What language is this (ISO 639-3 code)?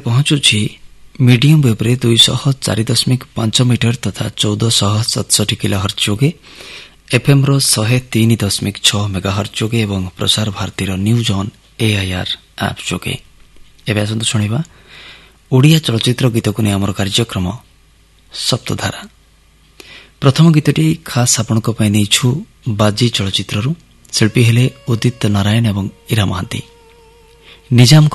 ori